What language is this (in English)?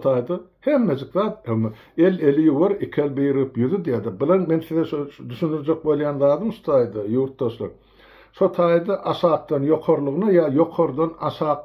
Turkmen